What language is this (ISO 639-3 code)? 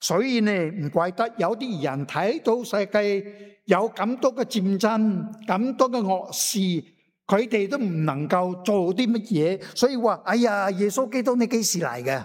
yue